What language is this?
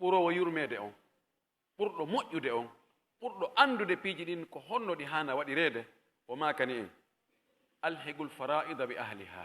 Pular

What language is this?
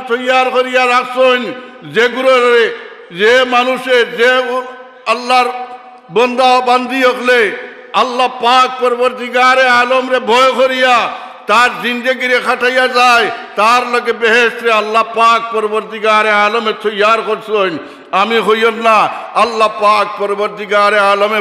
Sylheti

